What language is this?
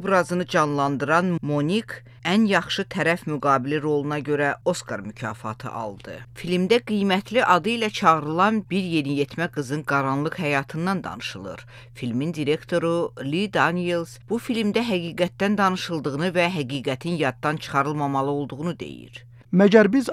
Azerbaijani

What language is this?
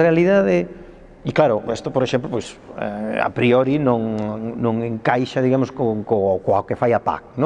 Galician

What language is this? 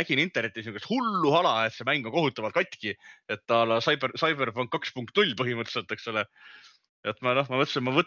Estonian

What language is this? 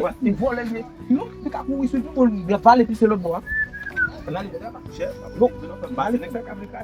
Haitian Creole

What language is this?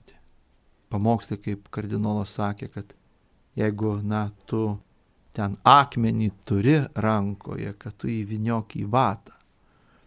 Lithuanian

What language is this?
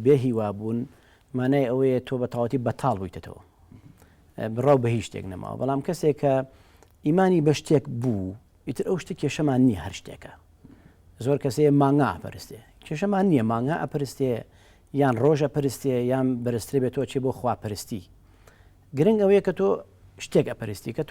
Central Kurdish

